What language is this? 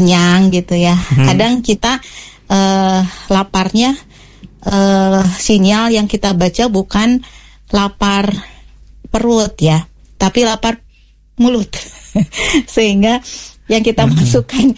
Indonesian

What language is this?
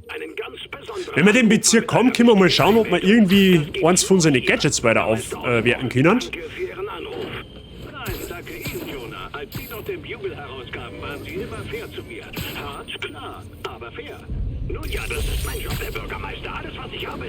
Bavarian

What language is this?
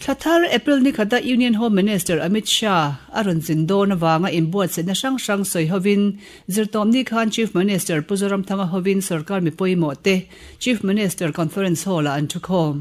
Mizo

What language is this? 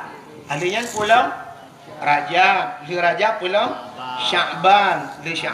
Achinese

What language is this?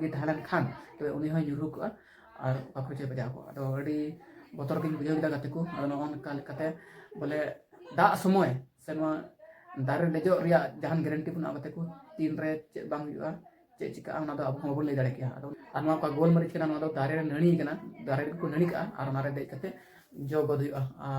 Santali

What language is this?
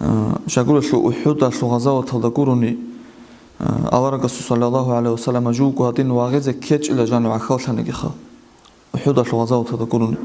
Avaric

